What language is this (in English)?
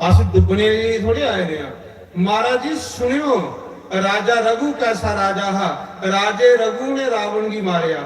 Dogri